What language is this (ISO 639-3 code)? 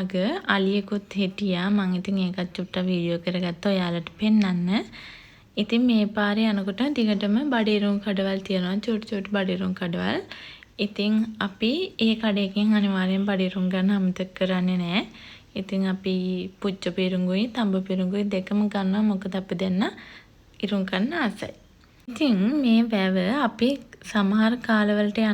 sin